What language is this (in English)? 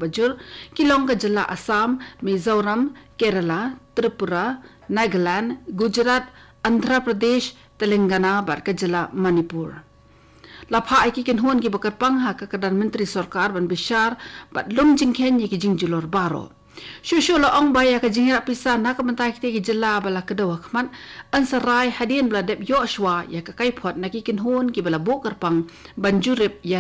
Khasi